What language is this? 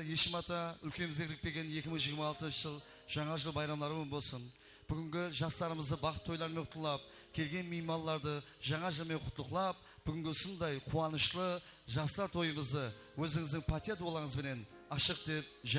Kara-Kalpak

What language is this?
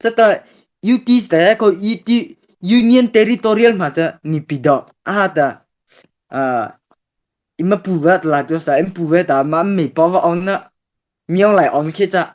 Mara Chin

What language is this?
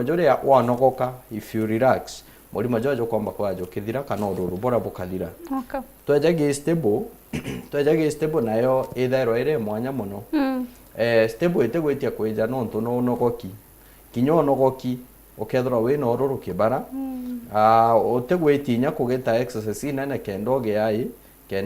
Meru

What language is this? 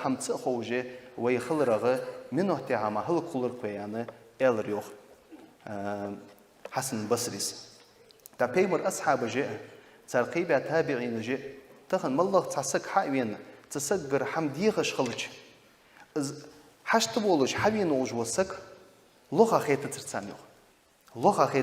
Ingush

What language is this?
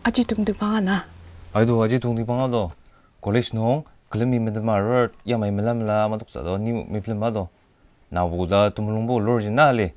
Ao Naga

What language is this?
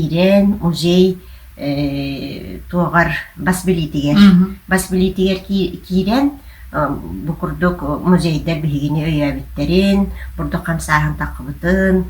Yakut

